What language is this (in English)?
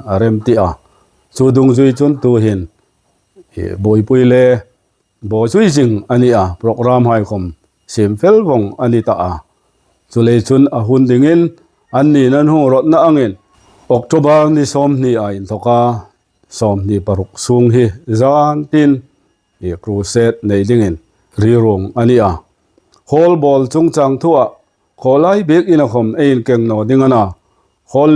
Hmar